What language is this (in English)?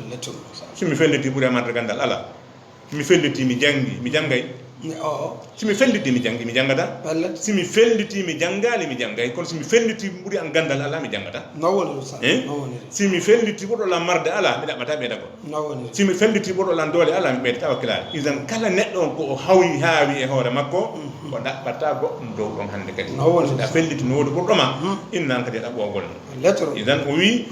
Fula